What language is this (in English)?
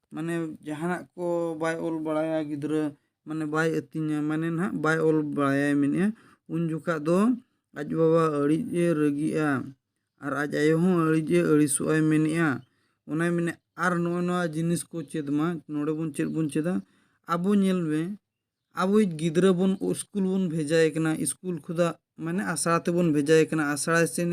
Santali